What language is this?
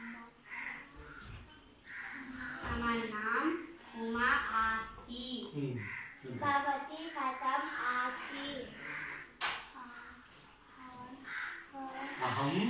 Sanskrit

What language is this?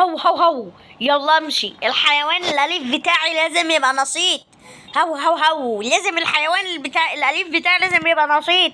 Egyptian Arabic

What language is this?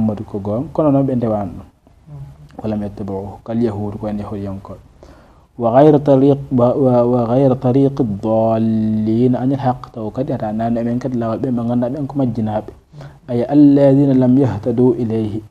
Fula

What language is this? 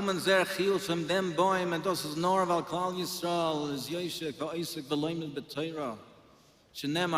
Yiddish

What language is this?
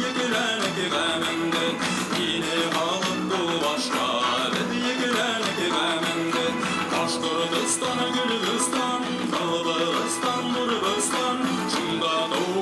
Bashkir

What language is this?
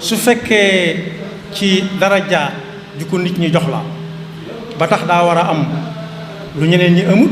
Wolof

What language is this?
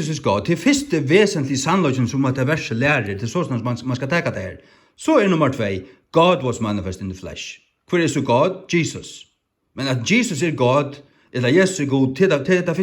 Faroese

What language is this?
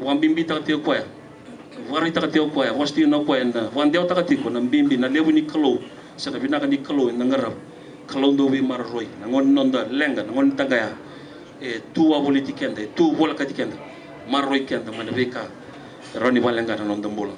Fijian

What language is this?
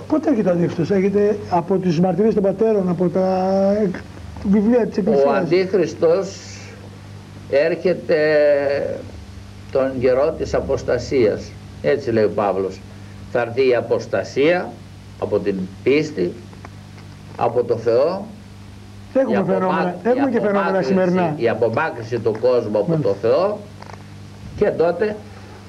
Greek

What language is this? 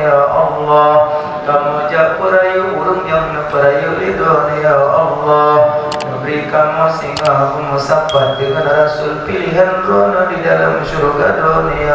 Achinese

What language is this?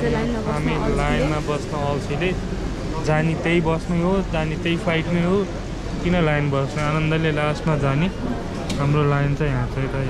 Nepali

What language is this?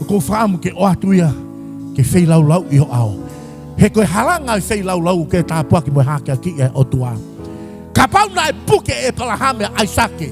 Tongan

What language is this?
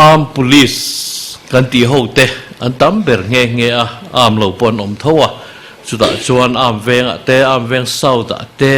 Mizo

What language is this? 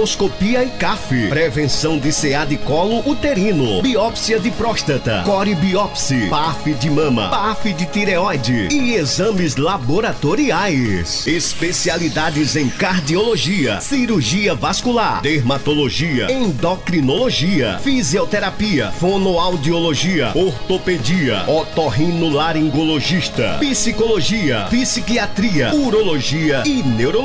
Portuguese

